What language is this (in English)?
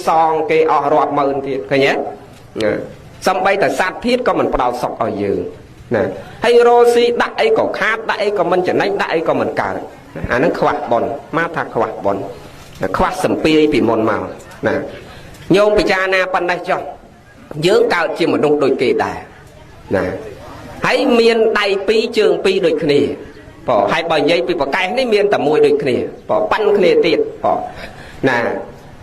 Khmer